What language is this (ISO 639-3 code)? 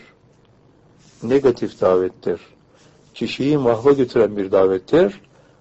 tur